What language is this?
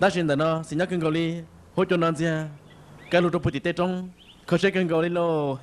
Hmong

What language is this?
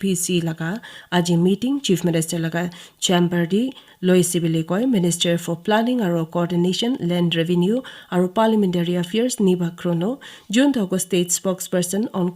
Naga Pidgin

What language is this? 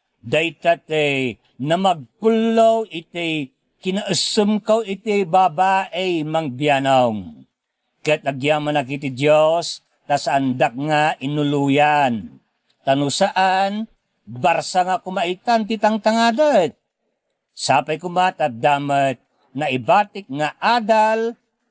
Iloko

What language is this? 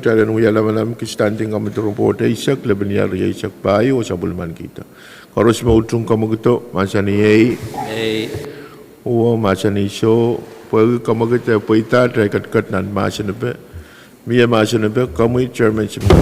Pohnpeian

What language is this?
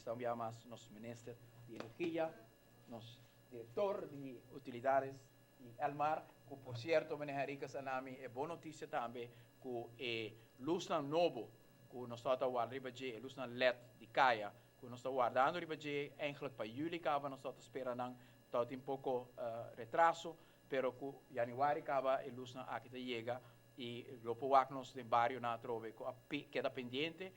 Papiamento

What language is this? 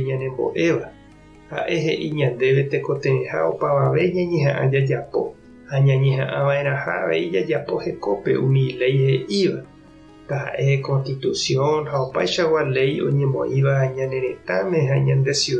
Guarani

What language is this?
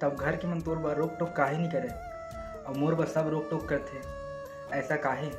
Chhattisgarhi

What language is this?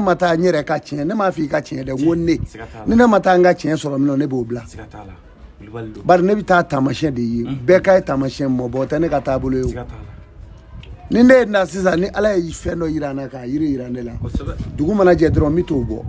Bambara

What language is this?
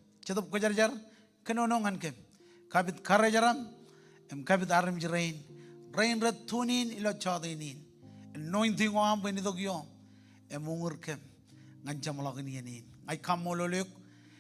Marshallese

